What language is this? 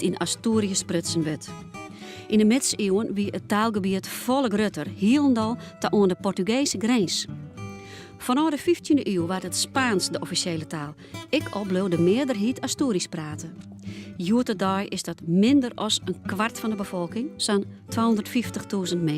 Western Frisian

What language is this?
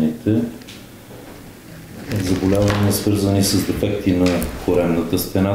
Bulgarian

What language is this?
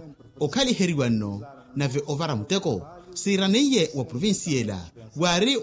Makhuwa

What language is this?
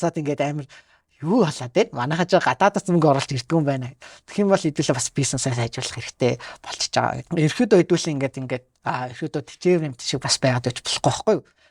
Mongolian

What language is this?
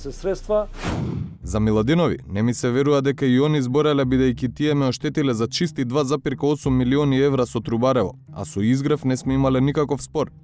Macedonian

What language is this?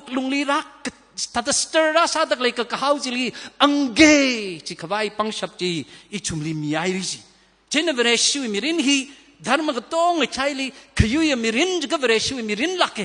Tangkhul Naga (India)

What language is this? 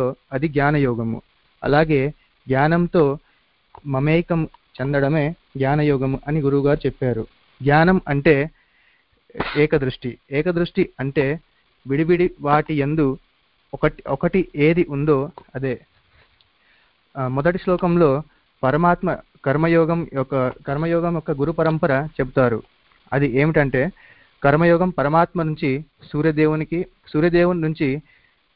Telugu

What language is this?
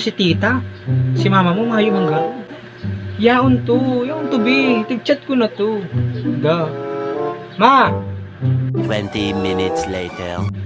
Bikol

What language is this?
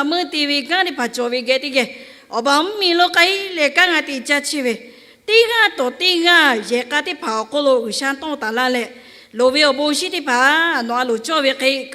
Lahu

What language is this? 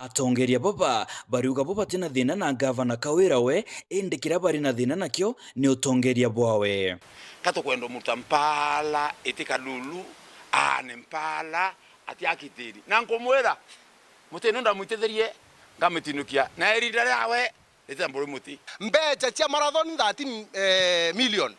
Meru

